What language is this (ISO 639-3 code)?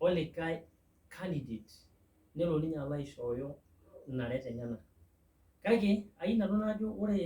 mas